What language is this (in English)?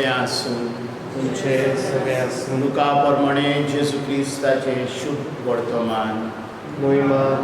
Konkani